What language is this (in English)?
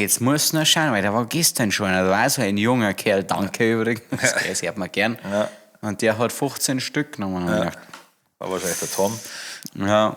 Bavarian